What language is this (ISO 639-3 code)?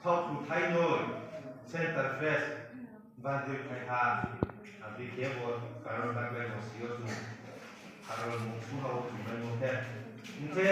ria